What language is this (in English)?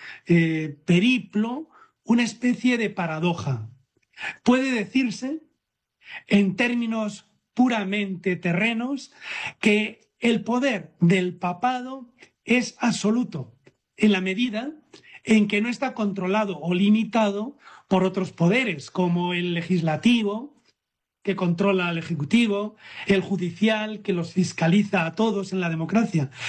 Spanish